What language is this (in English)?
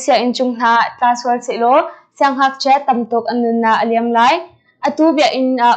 Hakha Chin